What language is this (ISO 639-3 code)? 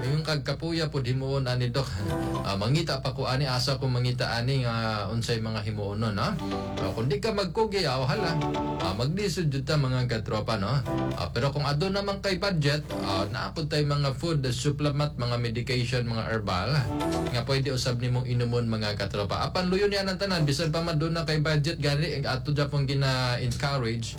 ceb